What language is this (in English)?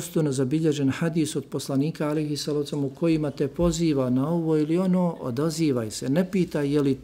Bosnian